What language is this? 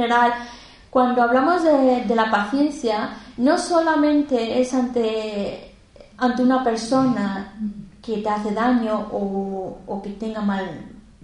Spanish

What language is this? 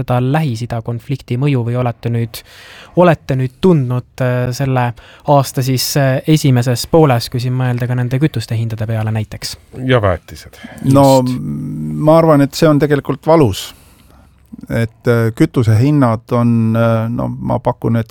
Estonian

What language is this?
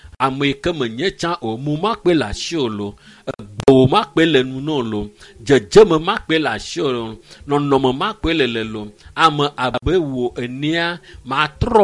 Ewe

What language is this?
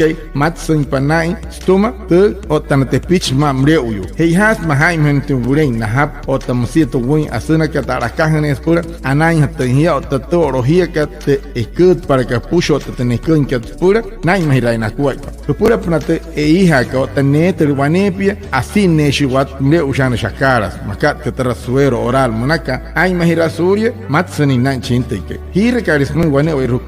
Wayuu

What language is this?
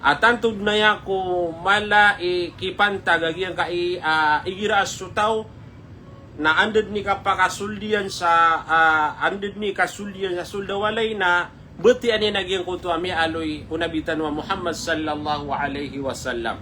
Maranao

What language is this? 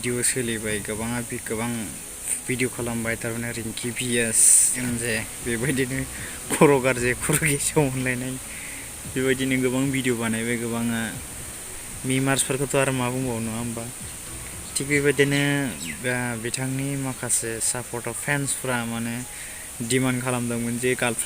Bodo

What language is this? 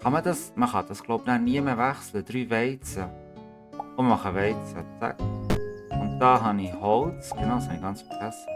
Swiss German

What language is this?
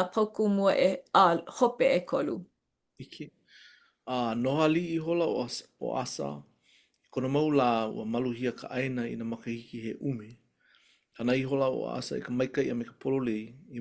Hawaiian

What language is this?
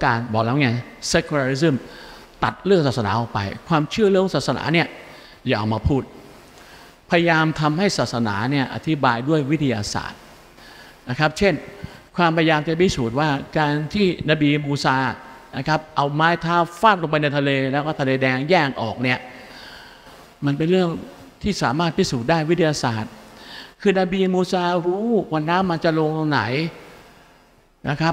Thai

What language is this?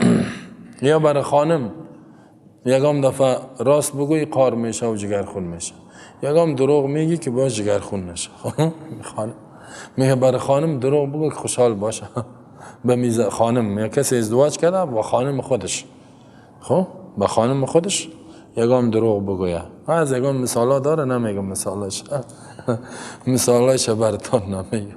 Persian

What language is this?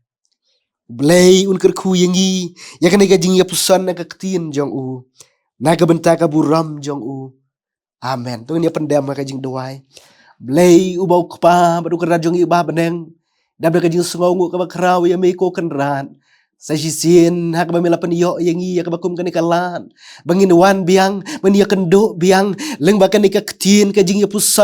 Khasi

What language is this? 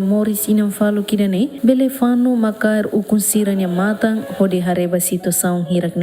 Tetum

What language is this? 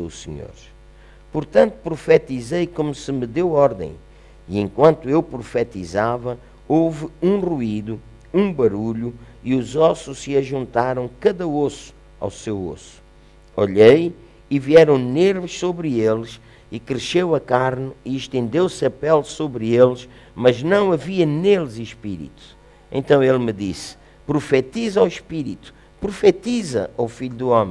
Portuguese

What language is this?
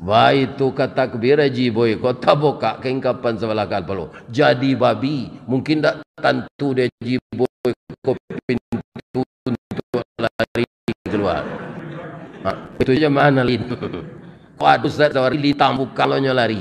Minangkabau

